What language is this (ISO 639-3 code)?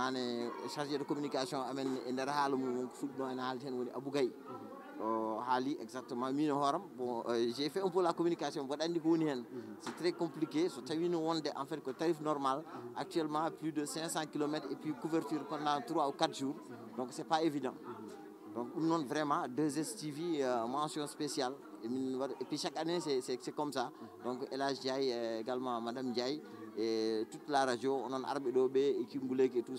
ful